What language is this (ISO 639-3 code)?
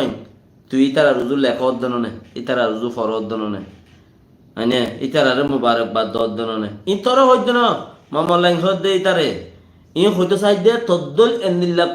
rhg